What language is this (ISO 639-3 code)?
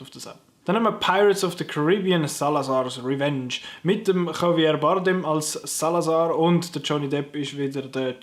gsw